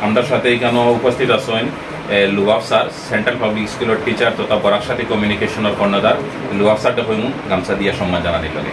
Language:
Sylheti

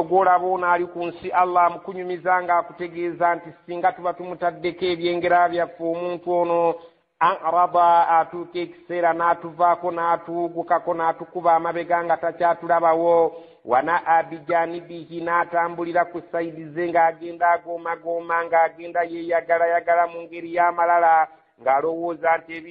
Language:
Ganda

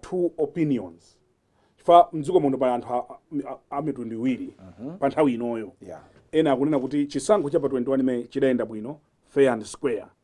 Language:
Nyanja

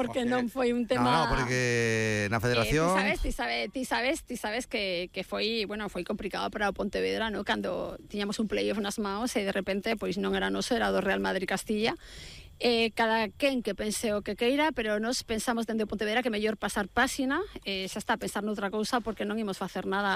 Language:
Galician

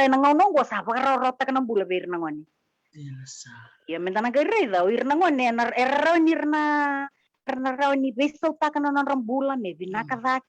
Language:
Fijian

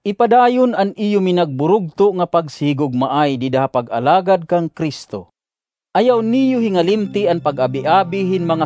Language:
Waray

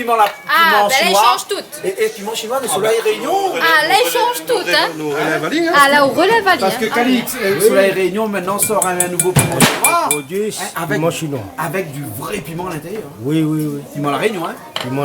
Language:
Réunion Creole French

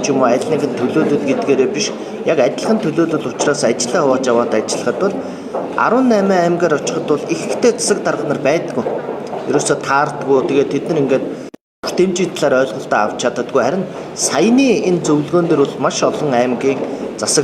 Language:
Mongolian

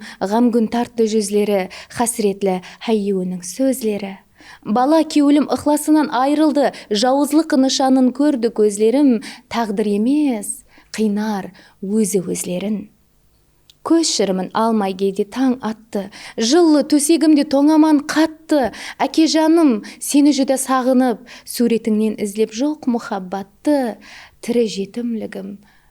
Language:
Kara-Kalpak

